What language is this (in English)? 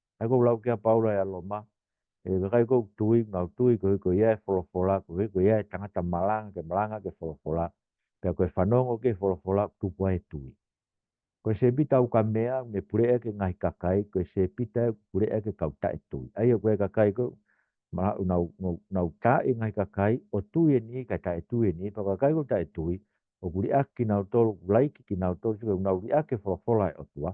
Tongan